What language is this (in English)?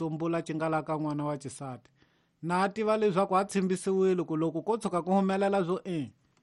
Tsonga